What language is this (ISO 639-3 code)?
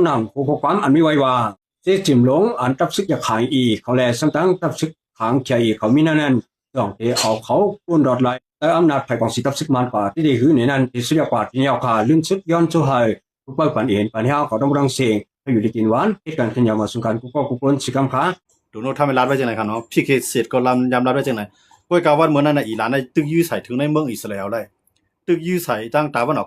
shn